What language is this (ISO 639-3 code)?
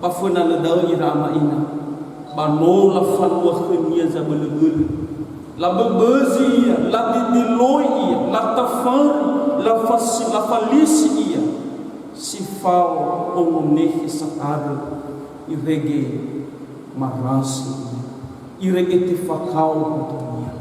nia